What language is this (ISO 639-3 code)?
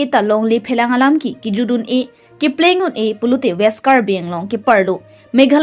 mjw